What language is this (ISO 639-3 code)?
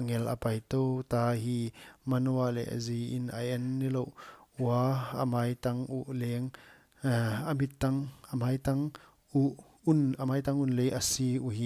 pck